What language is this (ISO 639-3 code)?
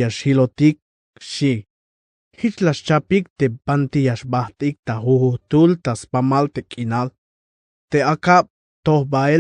tzh